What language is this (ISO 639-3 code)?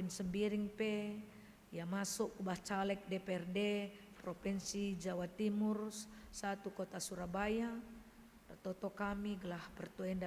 btx